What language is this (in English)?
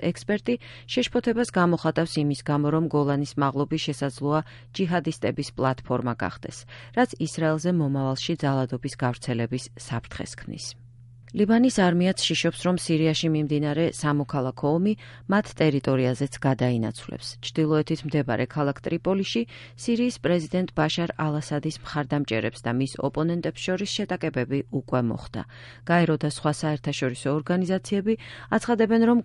Georgian